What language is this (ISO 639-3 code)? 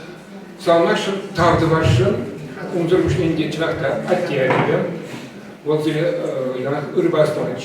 chv